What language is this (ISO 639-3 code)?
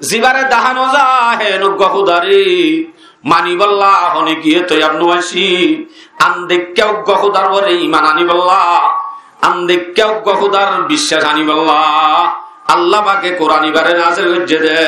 rhg